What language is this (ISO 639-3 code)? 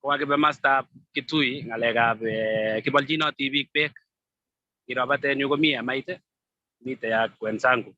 kln